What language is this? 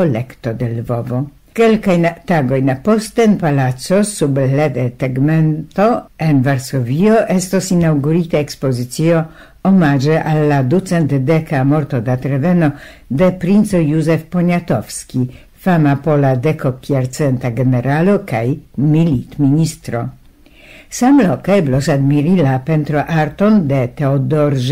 Esperanto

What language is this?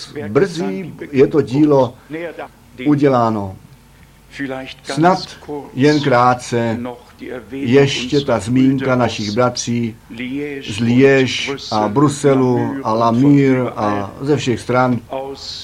Czech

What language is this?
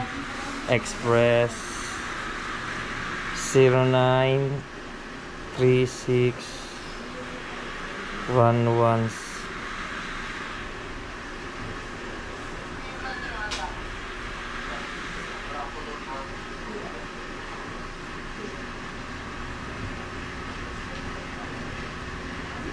Filipino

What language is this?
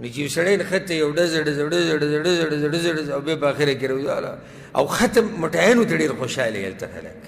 Pashto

